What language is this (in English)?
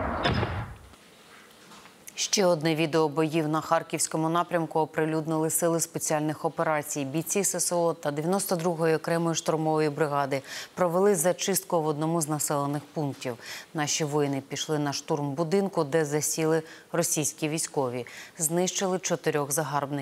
Ukrainian